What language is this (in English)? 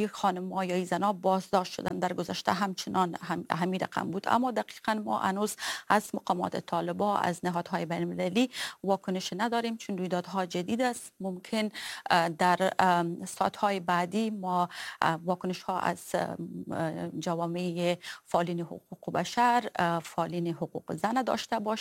Persian